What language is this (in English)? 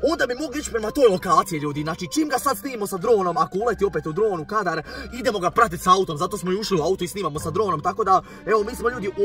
Croatian